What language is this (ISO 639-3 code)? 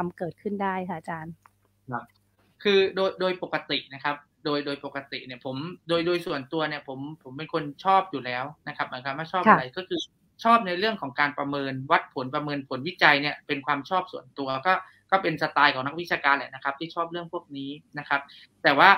tha